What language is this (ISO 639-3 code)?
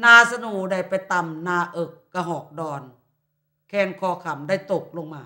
lao